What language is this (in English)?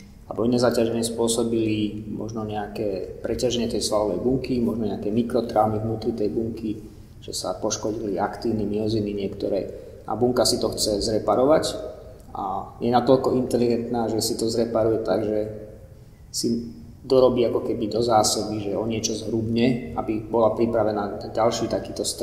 Slovak